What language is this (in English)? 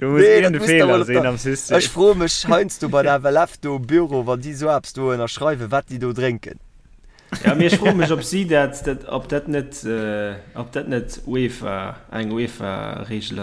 Luxembourgish